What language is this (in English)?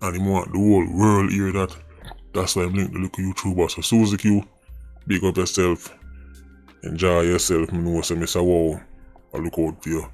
Jamaican Creole English